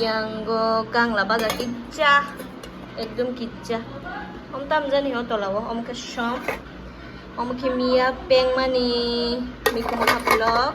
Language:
Kok Borok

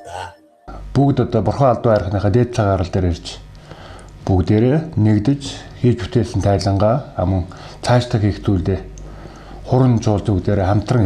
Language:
Mongolian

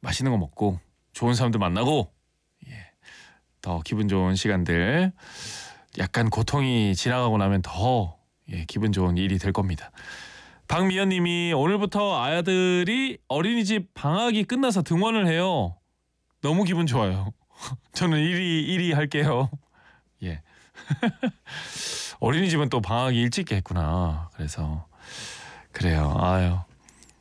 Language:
Korean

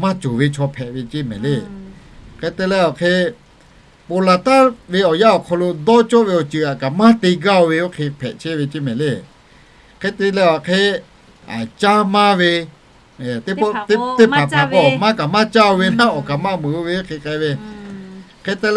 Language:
Lahu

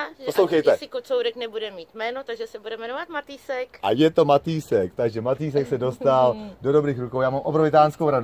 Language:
Czech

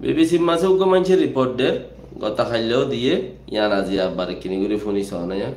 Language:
Rohingya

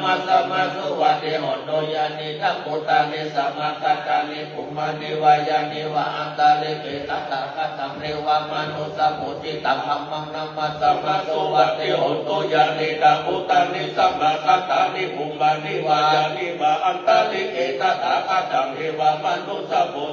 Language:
Pali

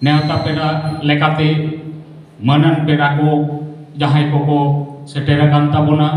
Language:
Santali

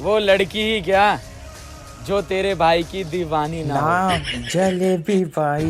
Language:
Chhattisgarhi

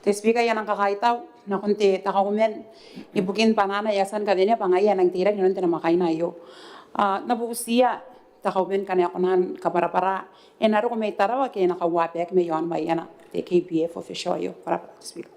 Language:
Gilbertese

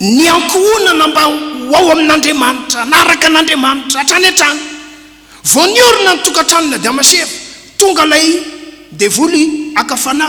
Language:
Malagasy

